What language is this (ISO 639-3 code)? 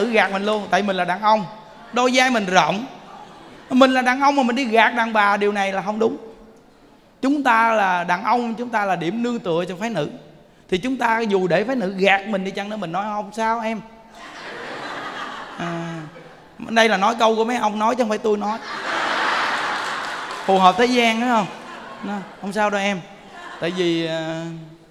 vie